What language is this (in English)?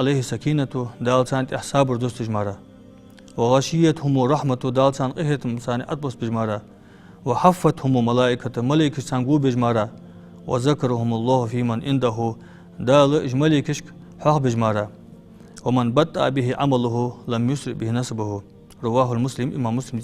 Ingush